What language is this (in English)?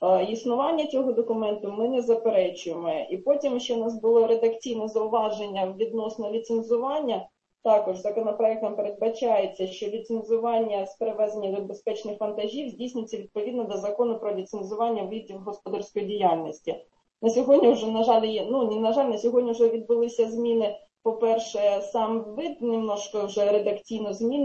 Ukrainian